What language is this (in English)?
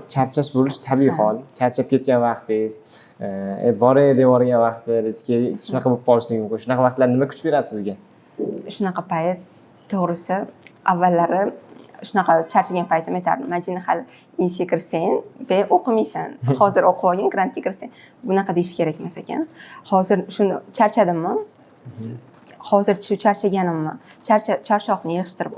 Uzbek